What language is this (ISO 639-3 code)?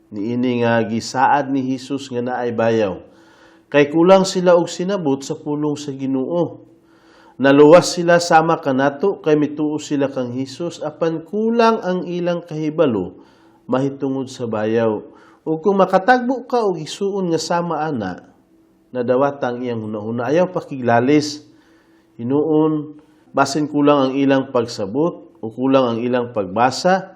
ceb